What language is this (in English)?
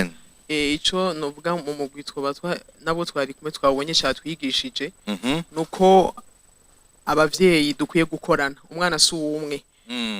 Rundi